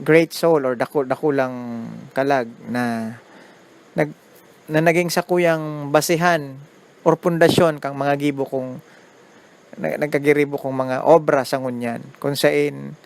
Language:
Bikol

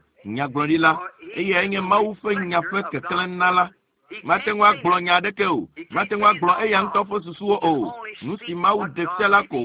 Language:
Ewe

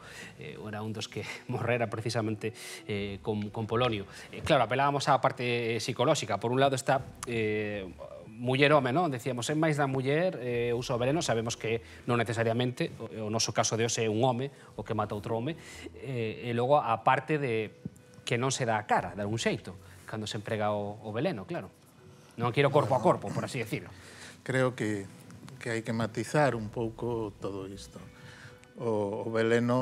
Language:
Galician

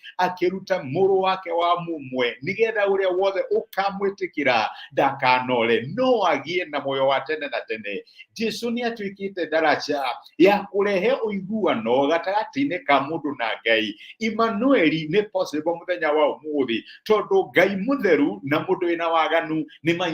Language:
Kikuyu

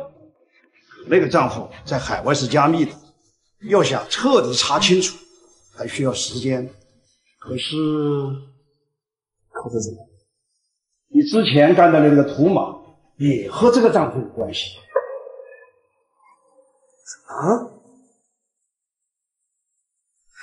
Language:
Chinese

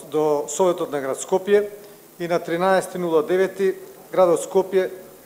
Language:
Macedonian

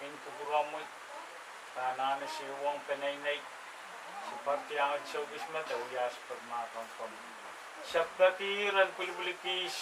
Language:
Pohnpeian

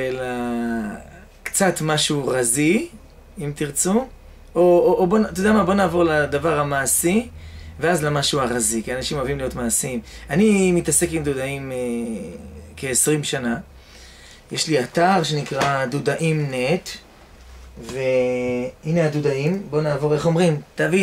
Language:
Hebrew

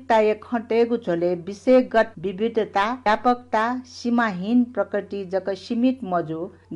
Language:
Newari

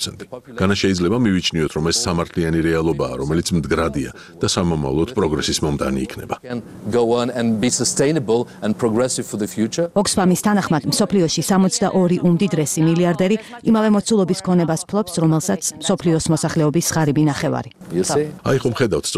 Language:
Georgian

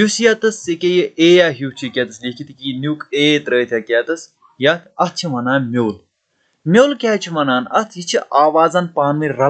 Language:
Kashmiri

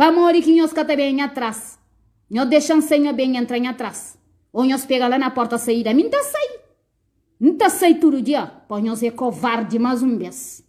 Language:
Kabuverdianu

